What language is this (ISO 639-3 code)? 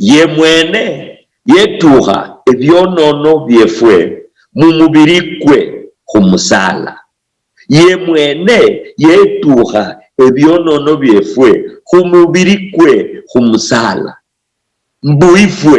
luy